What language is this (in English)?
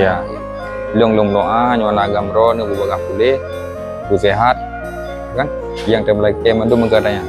Achinese